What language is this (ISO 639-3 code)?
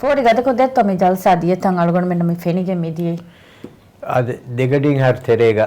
div